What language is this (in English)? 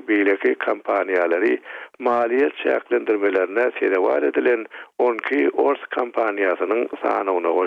Turkmen